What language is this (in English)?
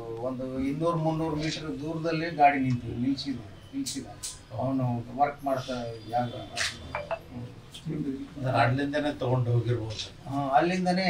Kannada